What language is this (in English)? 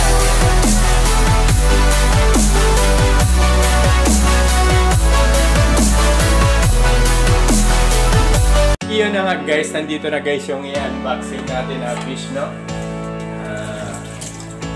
Filipino